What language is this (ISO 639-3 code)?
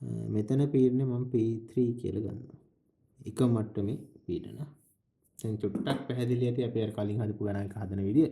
sin